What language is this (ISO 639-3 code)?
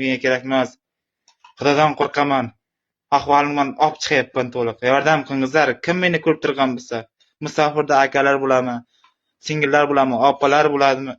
uzb